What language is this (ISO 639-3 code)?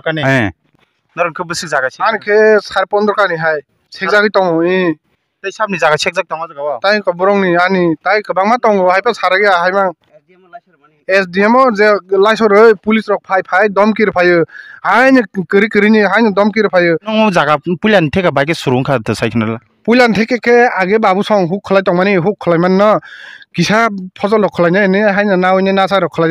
trp